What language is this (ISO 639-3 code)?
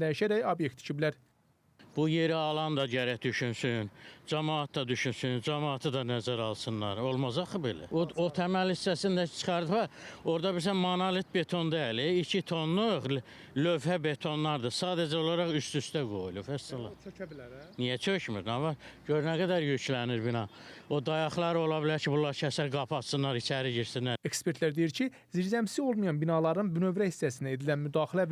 aze